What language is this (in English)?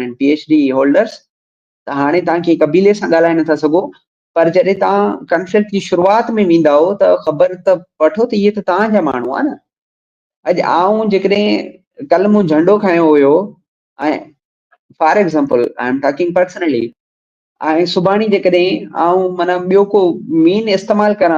Sindhi